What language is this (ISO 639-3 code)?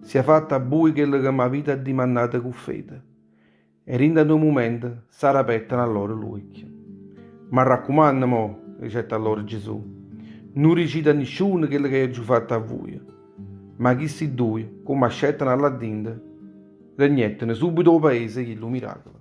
nap